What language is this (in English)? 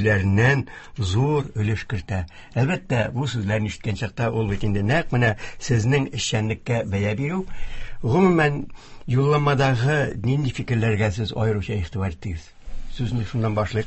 Tatar